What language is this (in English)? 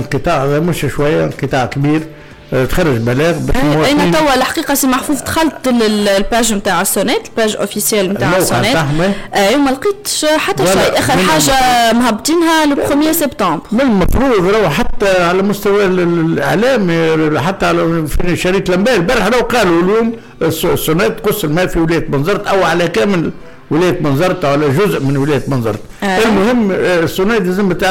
Tunisian Arabic